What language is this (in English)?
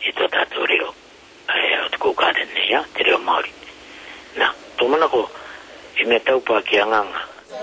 Māori